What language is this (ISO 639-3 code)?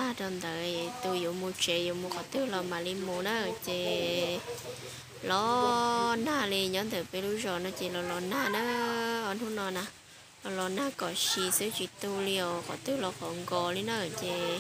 hmn